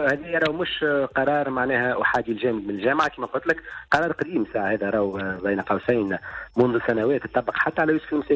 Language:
Tunisian Arabic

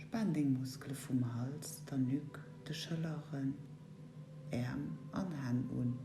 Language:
Luxembourgish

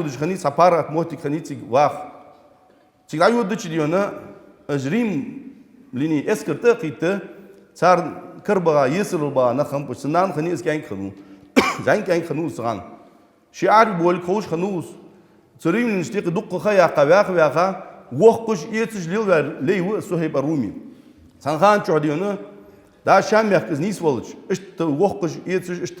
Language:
Ingush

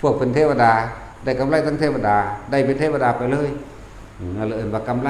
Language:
Northeastern Thai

